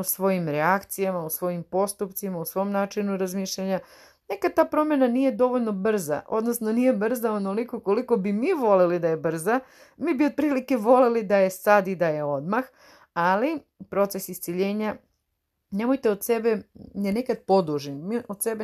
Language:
Serbian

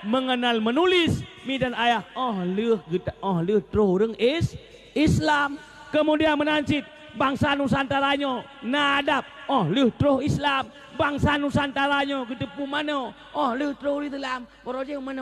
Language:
Achinese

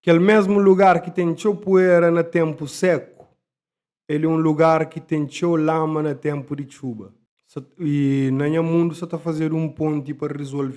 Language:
Kabuverdianu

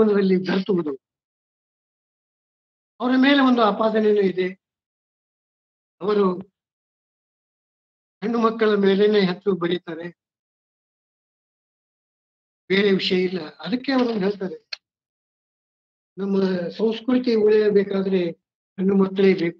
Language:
Kannada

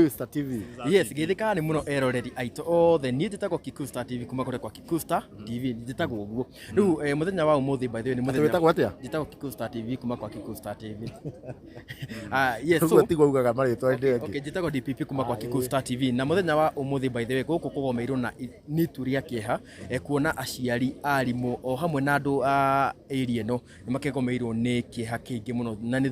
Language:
Kikuyu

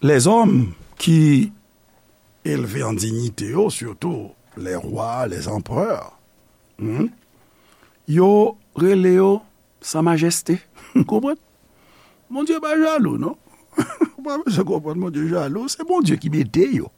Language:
Haitian Creole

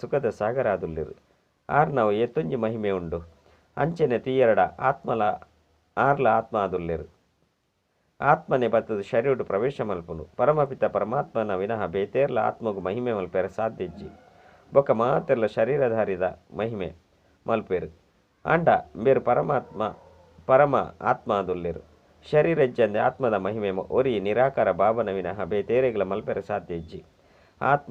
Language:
Tulu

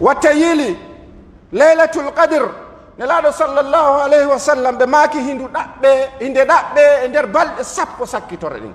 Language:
Pular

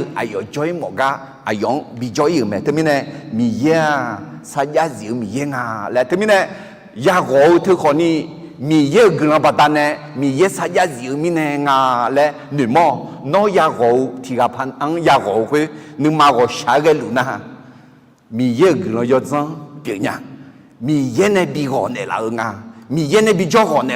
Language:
Akha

